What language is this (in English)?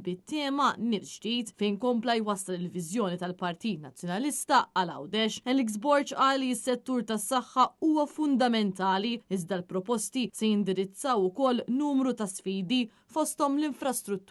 Maltese